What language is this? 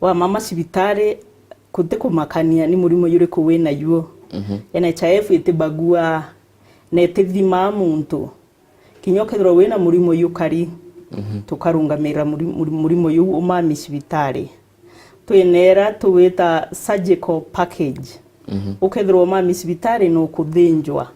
Meru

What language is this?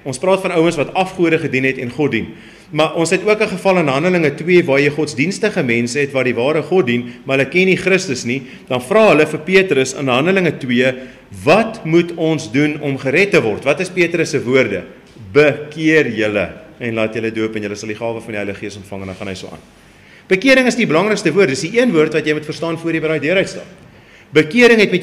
Afrikaans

